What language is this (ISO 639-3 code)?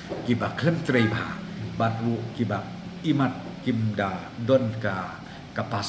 kha